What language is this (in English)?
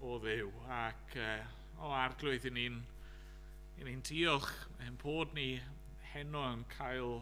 Welsh